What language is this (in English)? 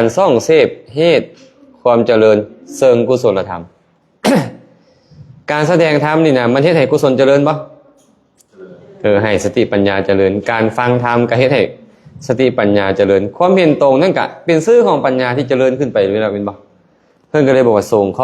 Lao